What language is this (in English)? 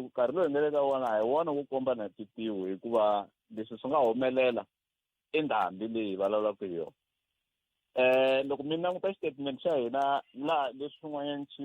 Tsonga